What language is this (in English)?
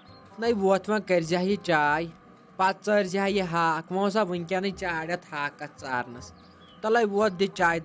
Kashmiri